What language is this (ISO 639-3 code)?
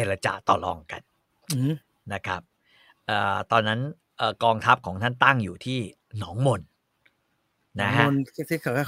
tha